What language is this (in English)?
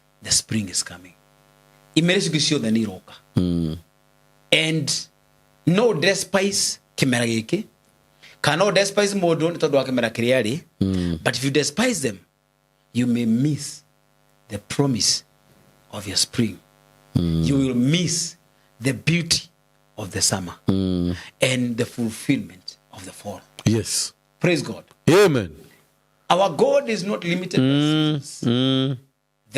Kikuyu